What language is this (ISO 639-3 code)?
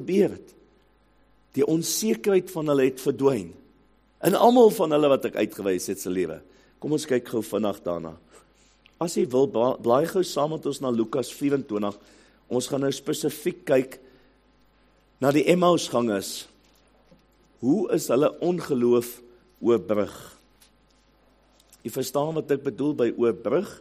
afr